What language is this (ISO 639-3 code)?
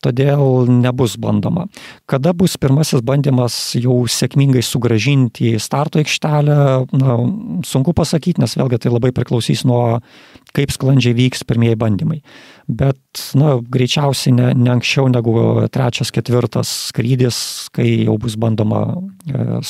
lit